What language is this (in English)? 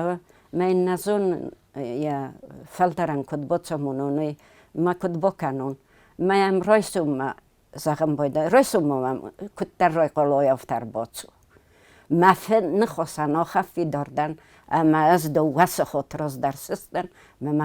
Ossetic